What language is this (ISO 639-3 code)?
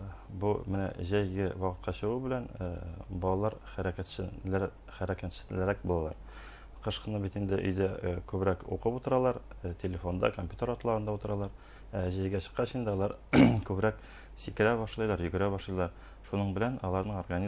bak